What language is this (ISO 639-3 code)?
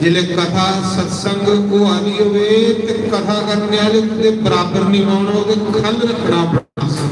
doi